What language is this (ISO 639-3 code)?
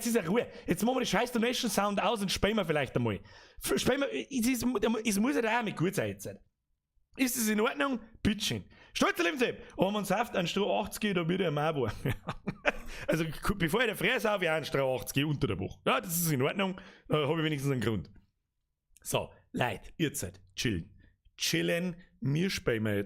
bar